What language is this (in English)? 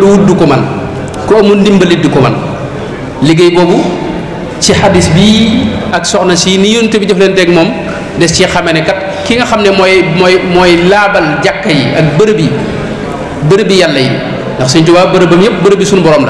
Wolof